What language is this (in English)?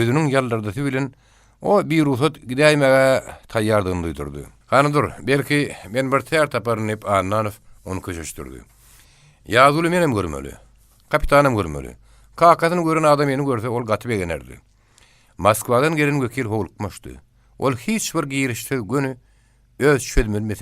Turkmen